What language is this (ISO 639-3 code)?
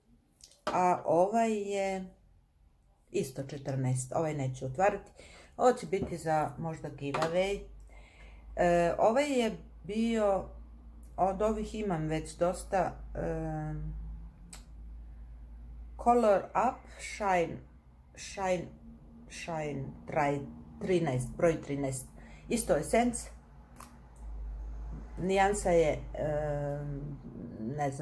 hrv